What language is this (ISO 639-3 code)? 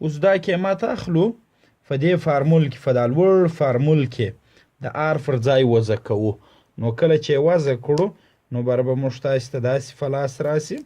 pus